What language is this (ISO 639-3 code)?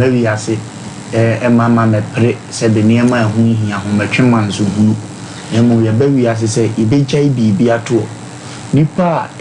aka